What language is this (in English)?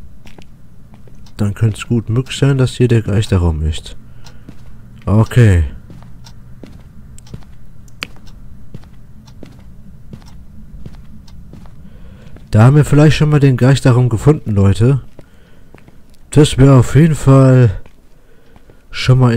German